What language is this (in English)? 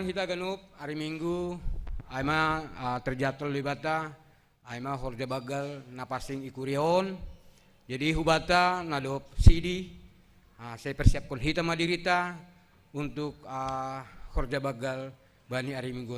Batak Simalungun